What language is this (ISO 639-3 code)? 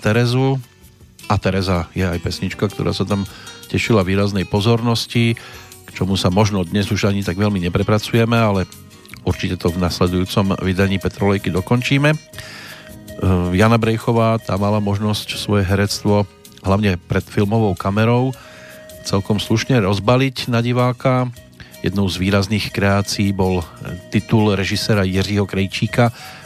slk